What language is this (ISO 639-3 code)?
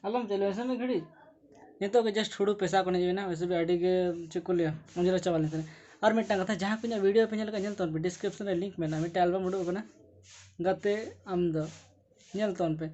sat